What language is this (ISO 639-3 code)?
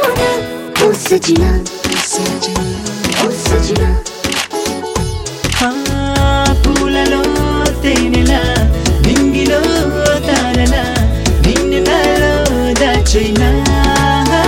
tel